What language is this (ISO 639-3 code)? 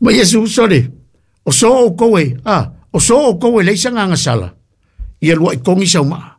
smo